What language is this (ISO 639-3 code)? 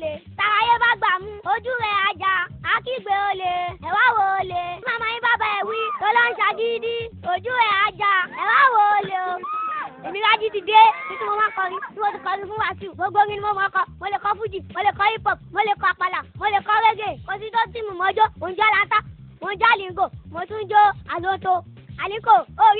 yor